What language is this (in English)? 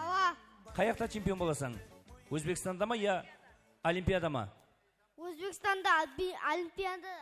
Kara-Kalpak